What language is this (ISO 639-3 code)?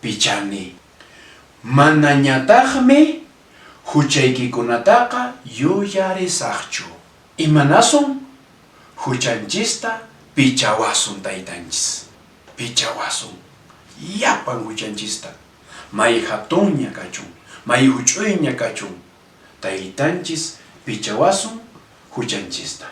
que